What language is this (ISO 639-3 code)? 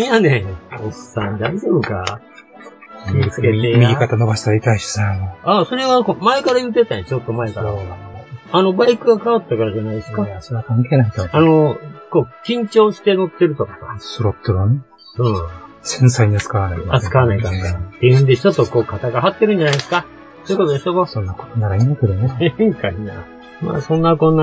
jpn